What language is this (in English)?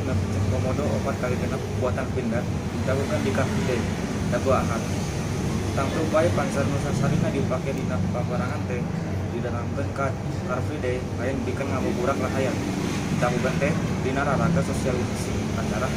Sundanese